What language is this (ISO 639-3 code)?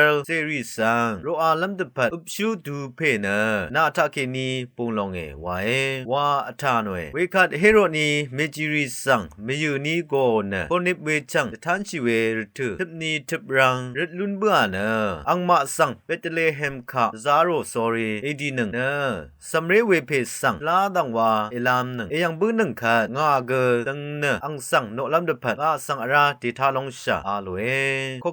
raw